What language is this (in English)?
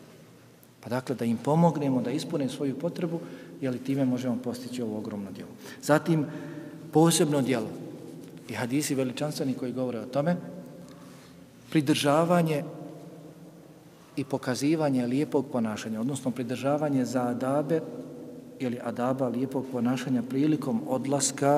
Bosnian